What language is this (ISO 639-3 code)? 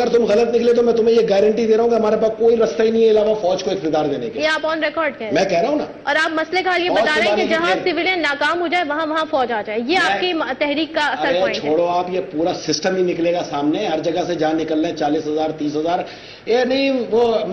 urd